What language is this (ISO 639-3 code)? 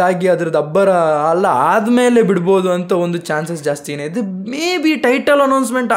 kan